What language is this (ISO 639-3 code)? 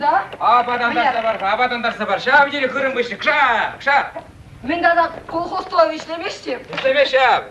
chv